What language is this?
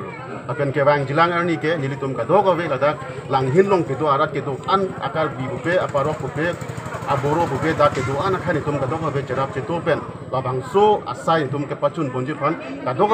Karbi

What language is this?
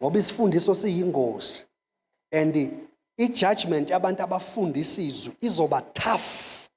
Zulu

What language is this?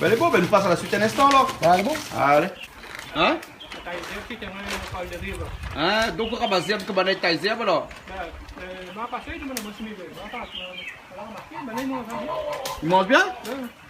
Réunion Creole French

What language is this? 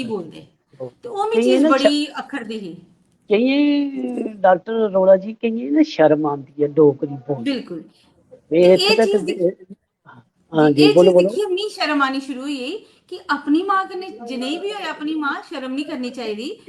Dogri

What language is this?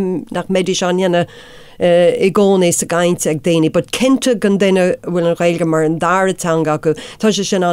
Irish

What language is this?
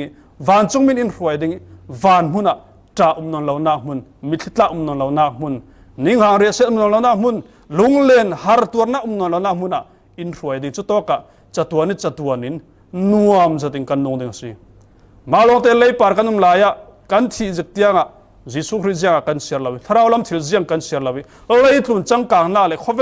Falam Chin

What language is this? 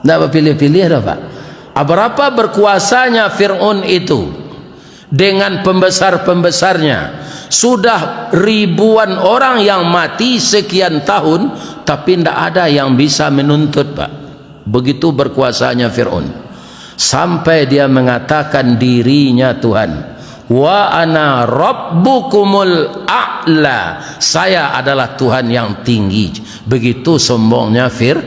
Minangkabau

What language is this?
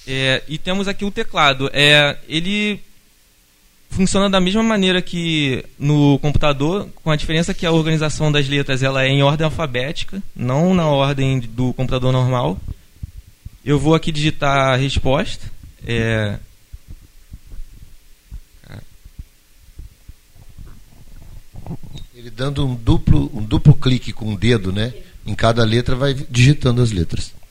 Portuguese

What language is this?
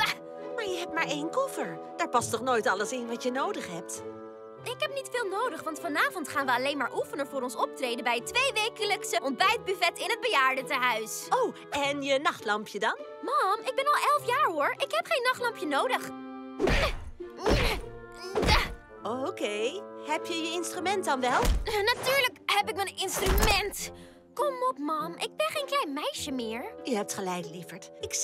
Dutch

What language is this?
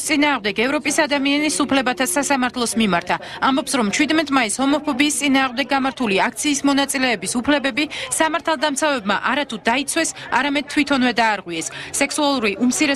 Georgian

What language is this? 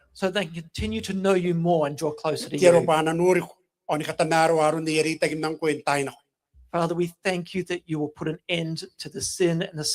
Gilbertese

